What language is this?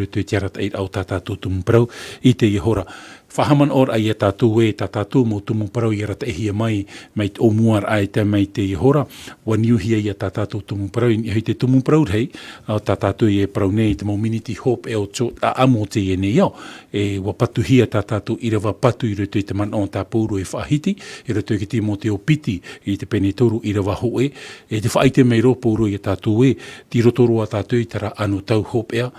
Tahitian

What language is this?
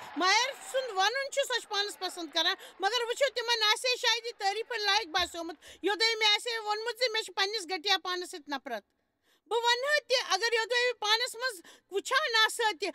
Kashmiri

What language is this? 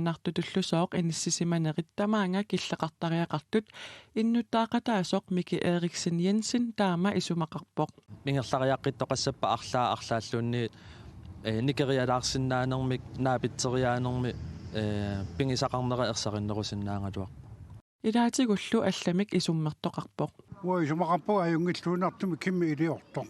Kalaallisut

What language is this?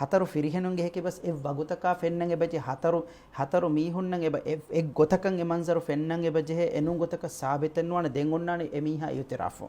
Divehi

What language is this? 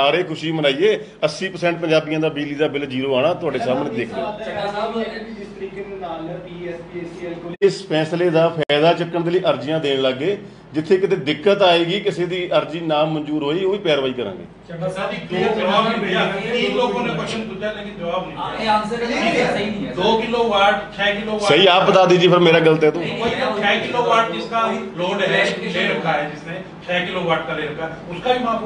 Punjabi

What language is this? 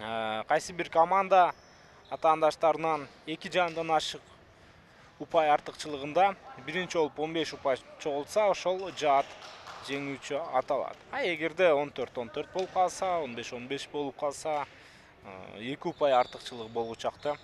Kyrgyz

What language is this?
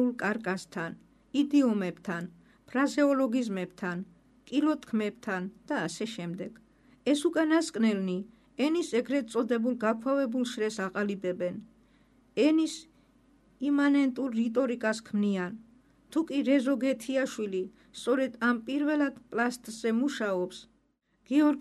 Georgian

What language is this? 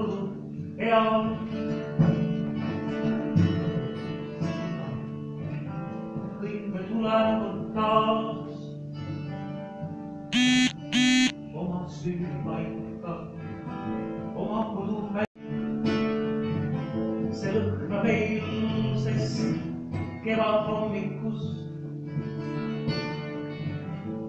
Estonian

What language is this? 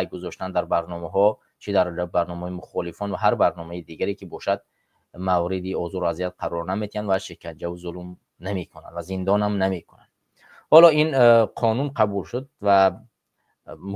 Tajik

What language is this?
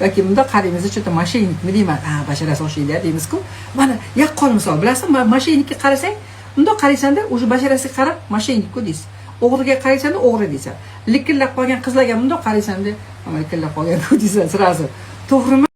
Uzbek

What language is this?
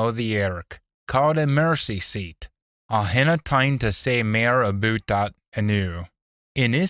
Scots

